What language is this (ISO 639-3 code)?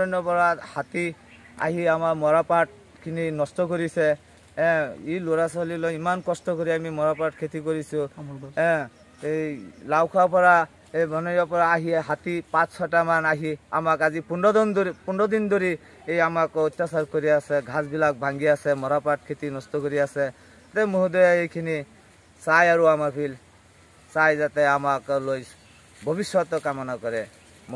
asm